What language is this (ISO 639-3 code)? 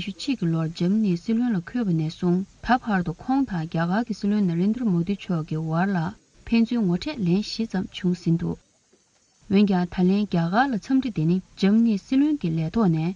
bod